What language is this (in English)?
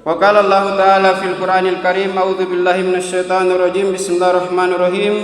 Makasar